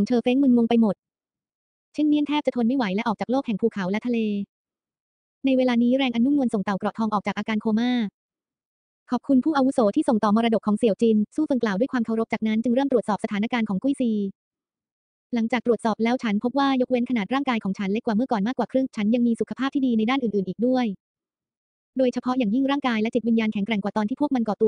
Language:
Thai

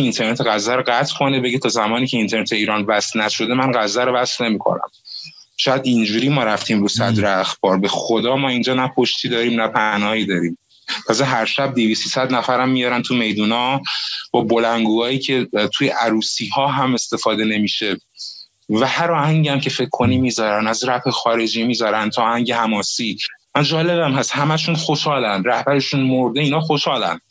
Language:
Persian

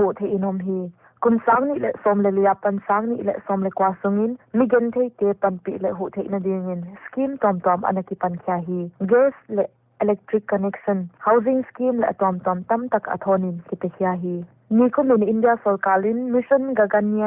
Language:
Paite Chin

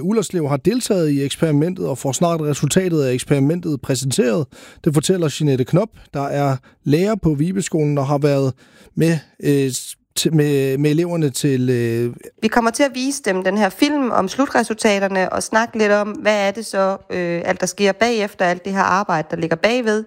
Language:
Danish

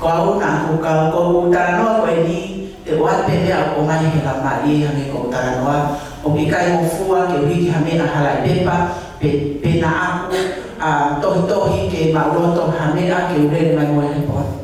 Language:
Tongan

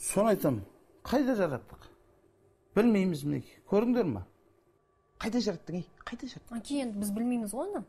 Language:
Kazakh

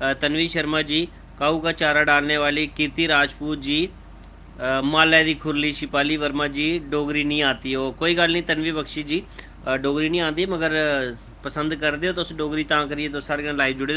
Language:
Dogri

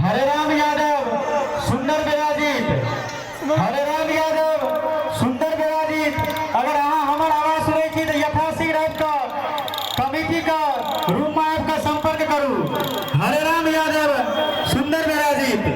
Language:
Maithili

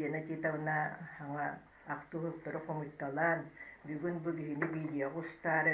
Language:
Yakut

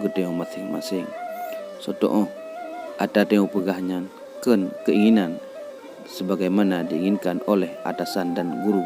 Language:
Achinese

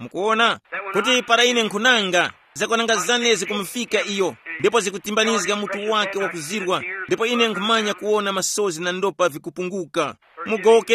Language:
Tumbuka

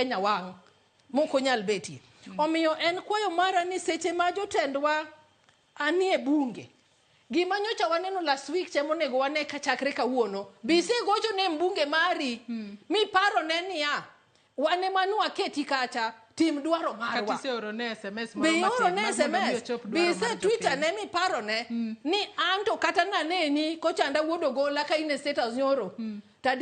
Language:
Luo (Kenya and Tanzania)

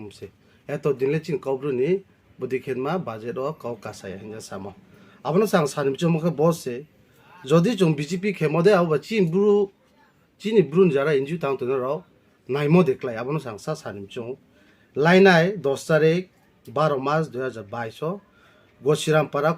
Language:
Riang (India)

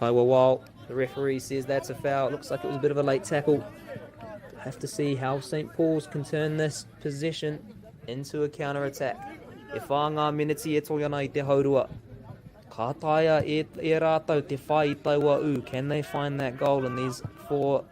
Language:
Māori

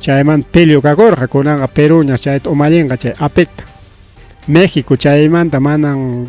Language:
Ayacucho Quechua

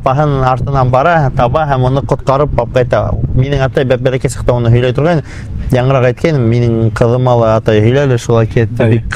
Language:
Bashkir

